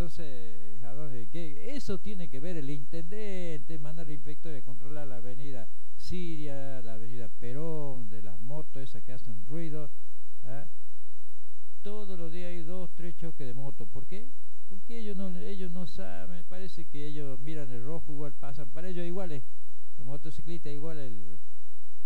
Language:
Spanish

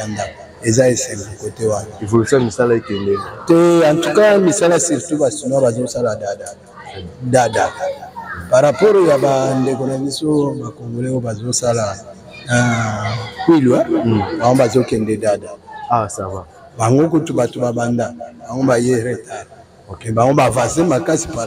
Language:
Lingala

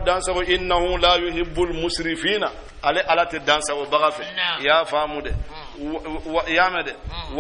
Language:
Bambara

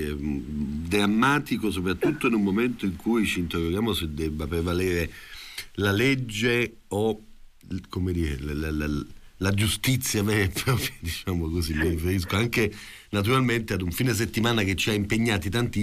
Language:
Italian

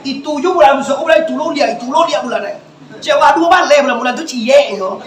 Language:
Minangkabau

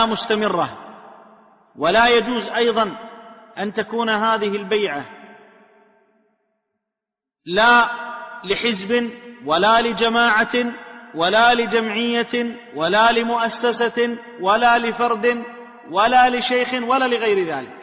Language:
Arabic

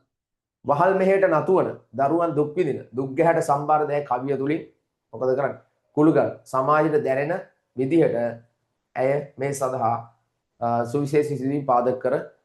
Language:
Sinhala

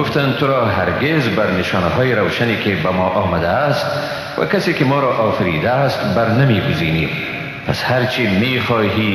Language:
Persian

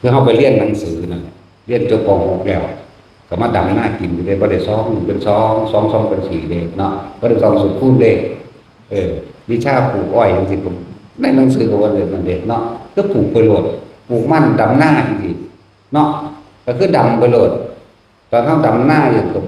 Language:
Northeastern Thai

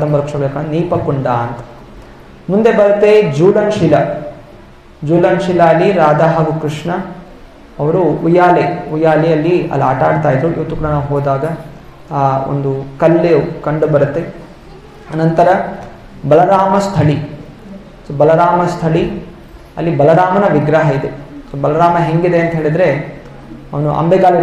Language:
Kannada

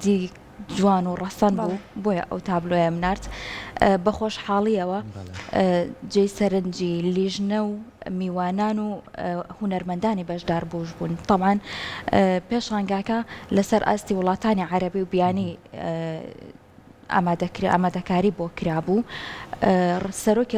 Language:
Central Kurdish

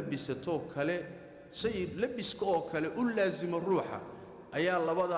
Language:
Somali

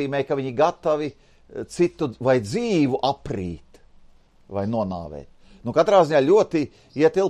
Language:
Latvian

